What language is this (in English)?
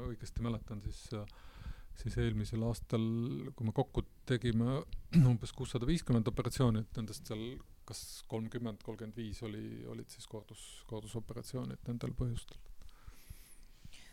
Estonian